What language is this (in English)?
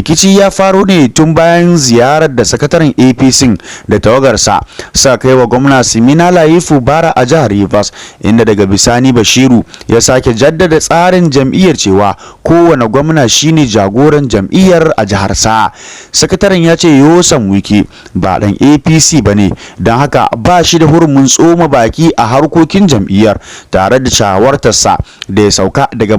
Hausa